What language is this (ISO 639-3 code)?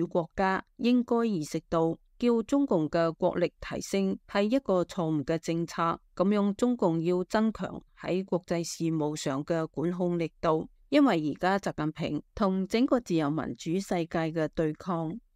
yue